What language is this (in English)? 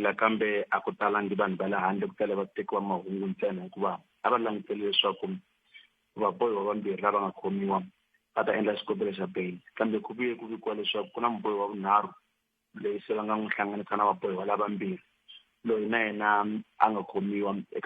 Tsonga